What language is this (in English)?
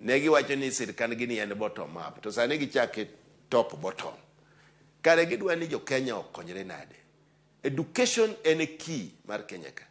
Luo (Kenya and Tanzania)